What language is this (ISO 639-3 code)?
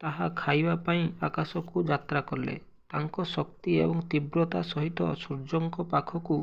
ori